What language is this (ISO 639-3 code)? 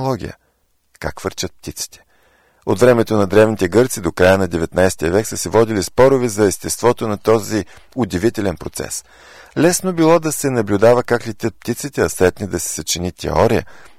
bul